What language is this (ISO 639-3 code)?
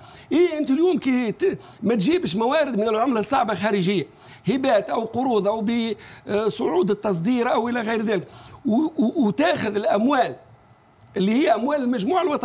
aeb